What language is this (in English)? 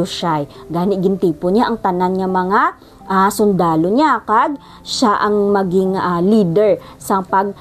Hiligaynon